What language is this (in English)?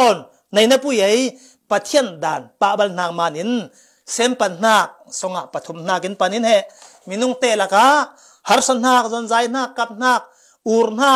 Falam Chin